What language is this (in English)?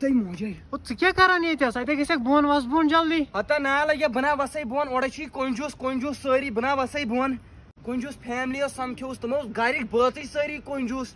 Kashmiri